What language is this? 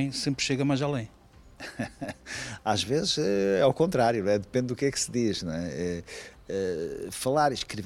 Portuguese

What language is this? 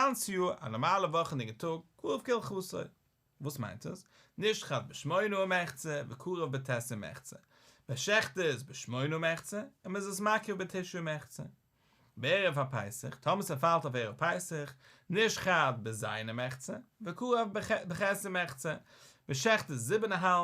Yiddish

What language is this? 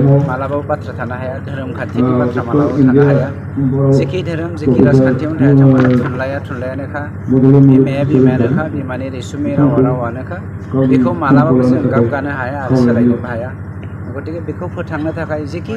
Bodo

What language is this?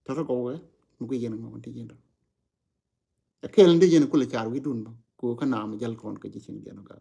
Nuer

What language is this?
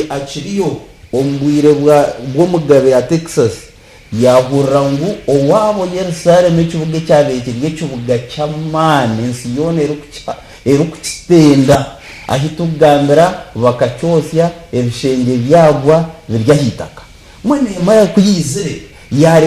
Nyankole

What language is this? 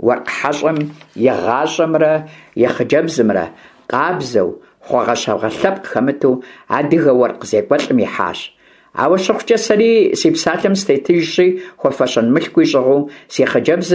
Kabardian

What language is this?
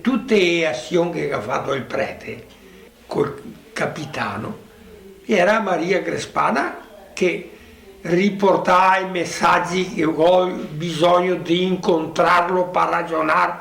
Venetian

